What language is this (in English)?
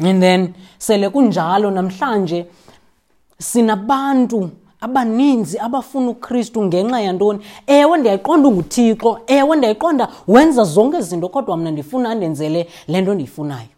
Xhosa